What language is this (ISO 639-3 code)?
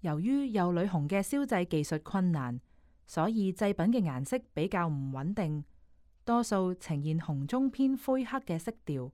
yue